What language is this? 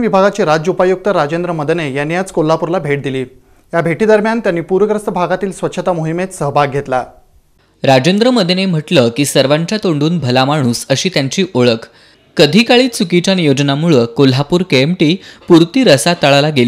Marathi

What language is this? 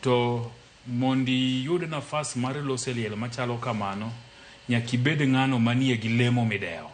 Luo (Kenya and Tanzania)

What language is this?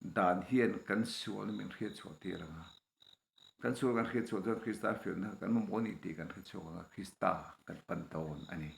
Mizo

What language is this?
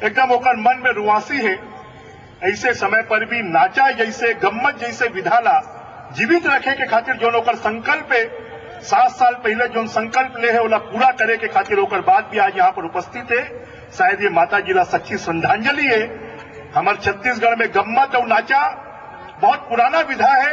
Chhattisgarhi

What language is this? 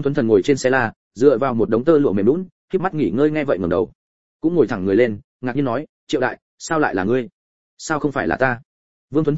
Vietnamese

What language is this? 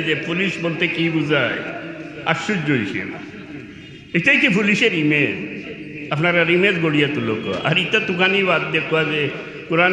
Sylheti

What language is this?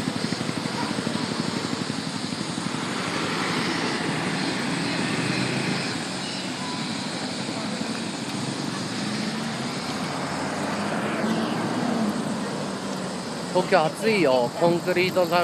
Japanese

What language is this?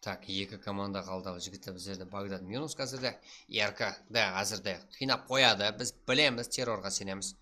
Kara-Kalpak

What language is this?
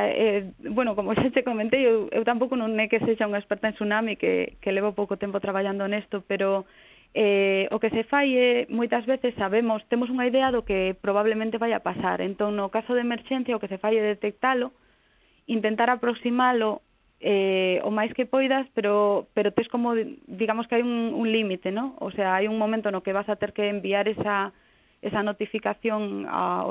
Galician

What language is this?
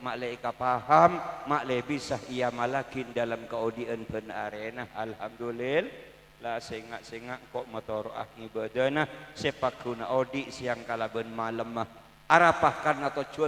Madurese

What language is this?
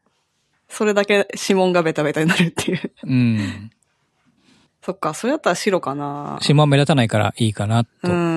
Japanese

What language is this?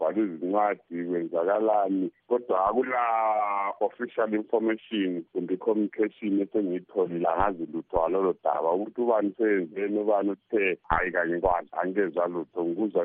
North Ndebele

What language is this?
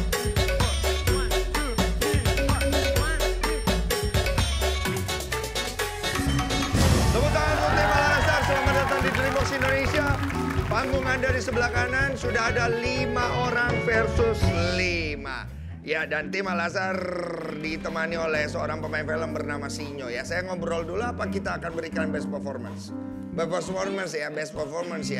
Indonesian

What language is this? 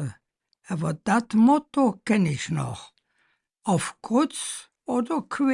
Colognian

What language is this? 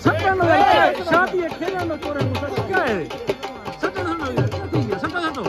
Saraiki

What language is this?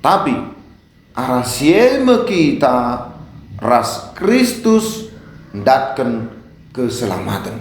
Batak Karo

